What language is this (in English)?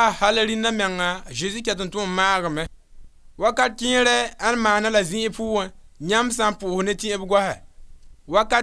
Mossi